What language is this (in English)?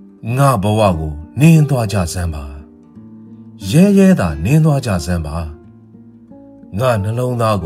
Burmese